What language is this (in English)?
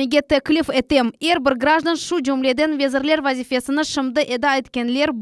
Crimean Tatar